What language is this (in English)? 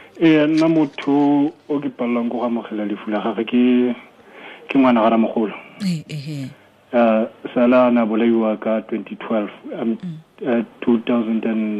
Tswana